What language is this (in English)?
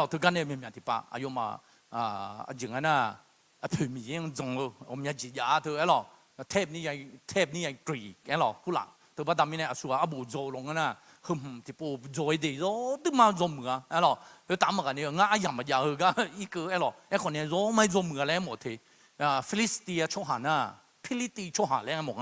Akha